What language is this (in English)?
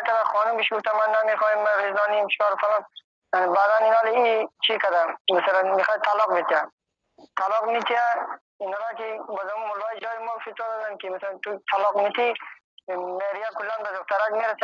Persian